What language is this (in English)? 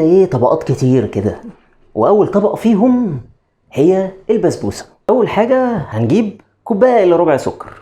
Egyptian Arabic